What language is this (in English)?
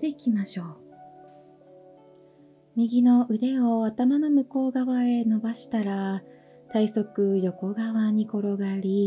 Japanese